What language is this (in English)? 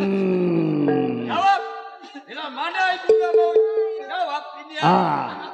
Betawi